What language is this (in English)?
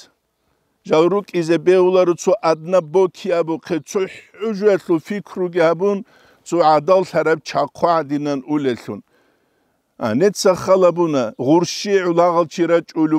Avaric